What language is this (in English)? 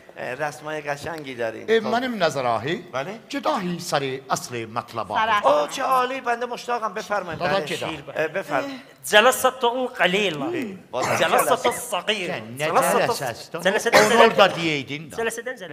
South Azerbaijani